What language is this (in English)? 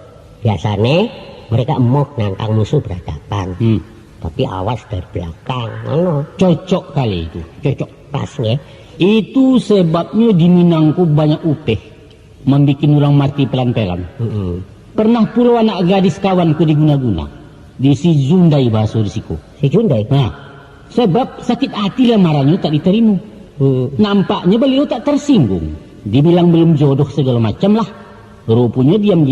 Minangkabau